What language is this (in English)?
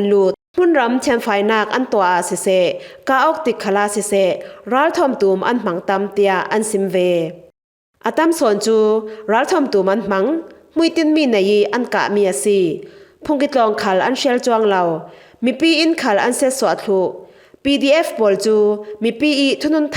Falam Chin